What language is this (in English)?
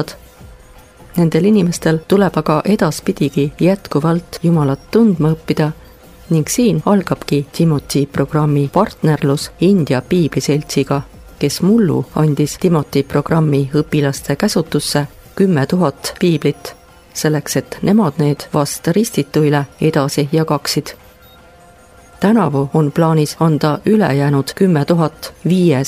Estonian